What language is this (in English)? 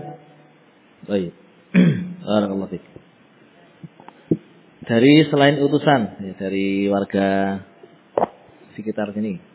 Indonesian